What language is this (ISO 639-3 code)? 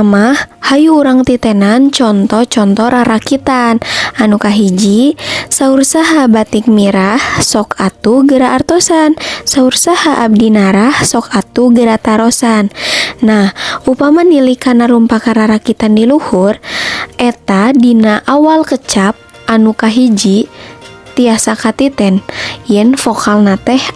sun